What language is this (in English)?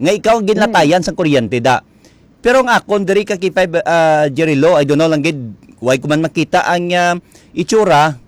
Hiligaynon